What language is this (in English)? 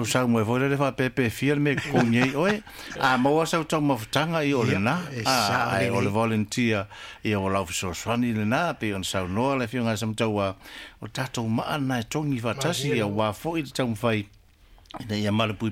Samoan